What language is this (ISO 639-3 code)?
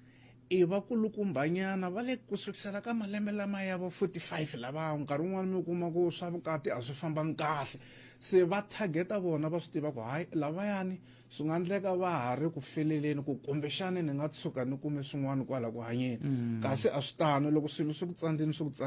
tso